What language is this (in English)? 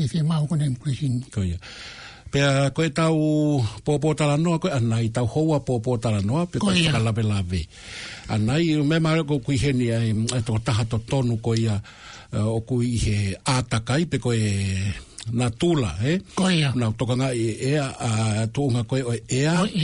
Tongan